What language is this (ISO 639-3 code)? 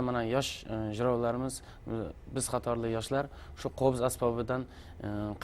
kaa